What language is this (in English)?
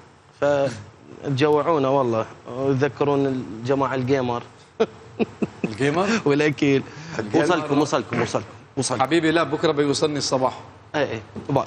Mesopotamian Arabic